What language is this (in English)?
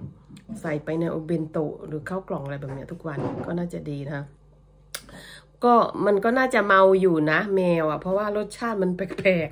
Thai